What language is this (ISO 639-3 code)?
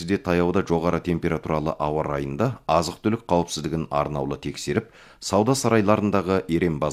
kaz